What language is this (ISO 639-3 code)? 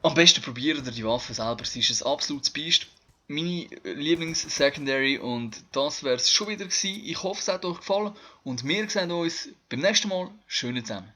gsw